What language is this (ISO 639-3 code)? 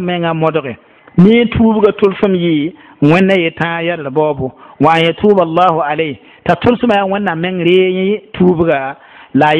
mos